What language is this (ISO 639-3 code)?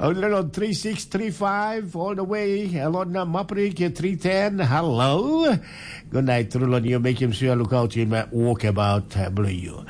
tpi